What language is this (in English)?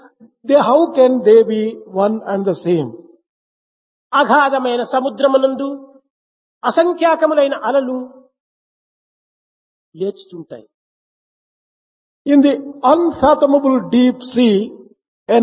Telugu